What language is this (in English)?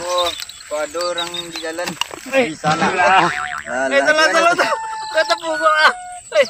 Minangkabau